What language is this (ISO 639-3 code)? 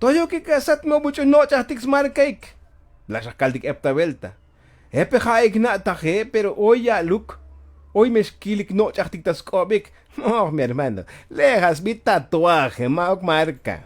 tzo